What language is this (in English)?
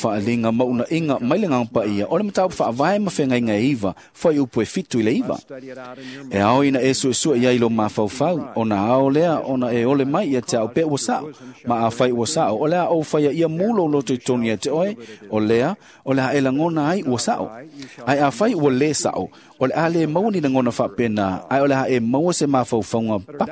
Samoan